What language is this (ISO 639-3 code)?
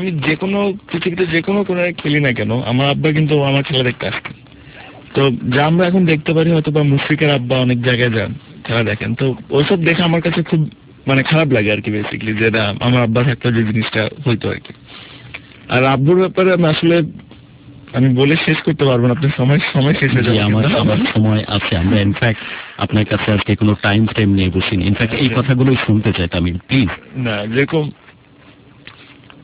ben